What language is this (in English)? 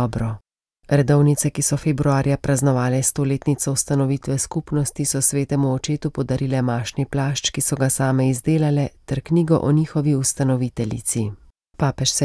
Slovenian